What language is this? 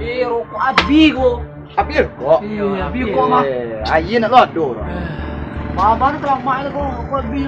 Minangkabau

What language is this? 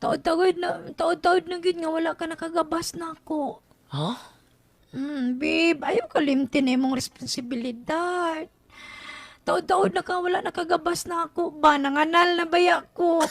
Cebuano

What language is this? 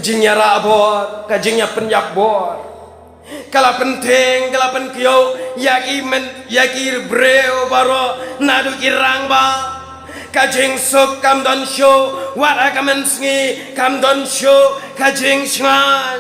Khasi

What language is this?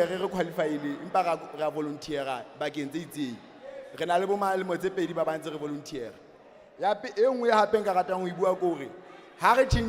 Southern Sotho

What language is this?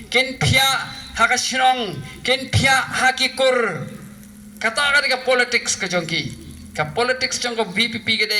Khasi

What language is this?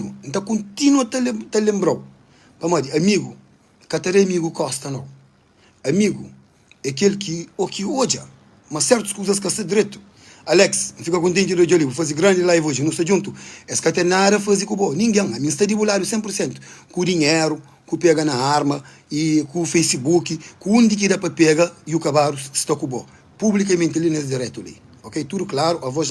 Kabuverdianu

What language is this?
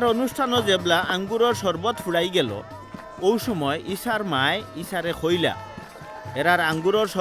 Sylheti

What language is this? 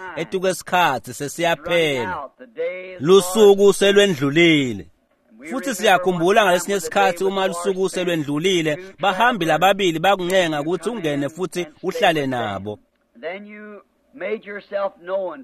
Swati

